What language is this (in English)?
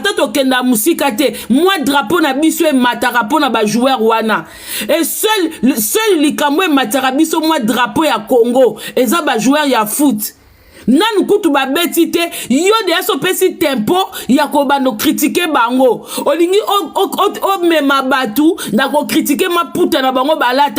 Lingala